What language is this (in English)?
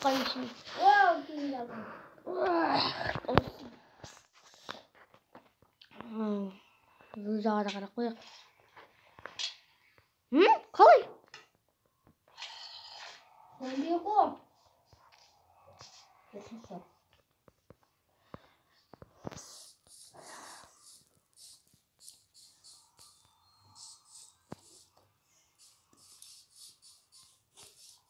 Kazakh